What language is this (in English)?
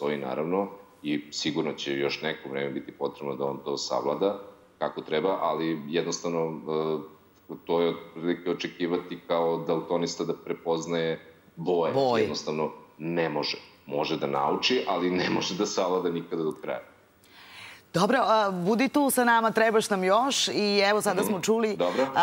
Serbian